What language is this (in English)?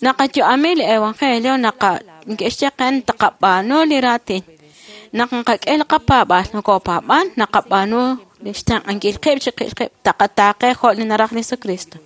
Kekchí